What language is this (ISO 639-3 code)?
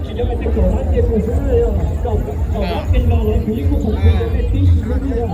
hmn